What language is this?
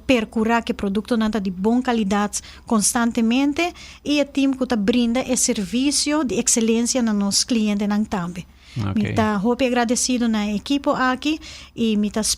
Papiamento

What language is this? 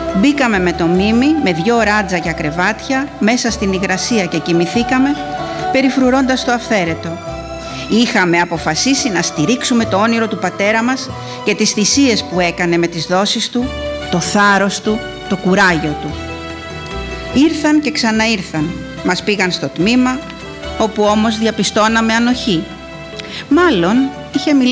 Greek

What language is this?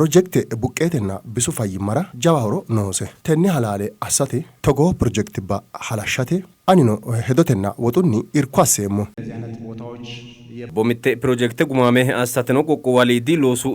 Sidamo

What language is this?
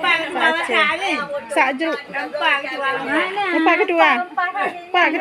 Achinese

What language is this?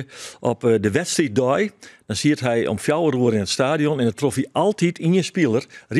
Western Frisian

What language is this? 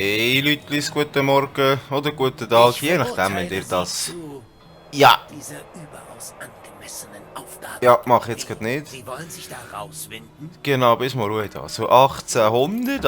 Swiss German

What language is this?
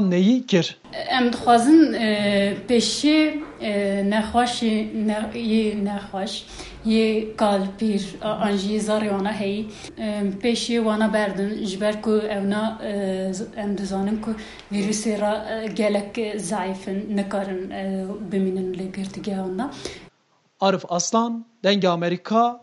Kurdish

